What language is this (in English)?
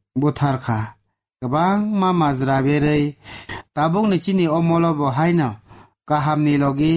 Kok Borok